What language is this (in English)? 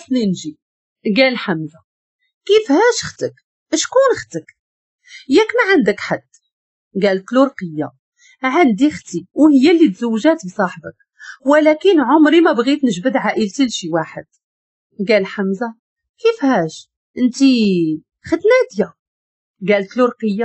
Moroccan Arabic